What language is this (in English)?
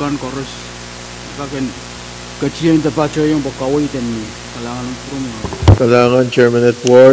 Pohnpeian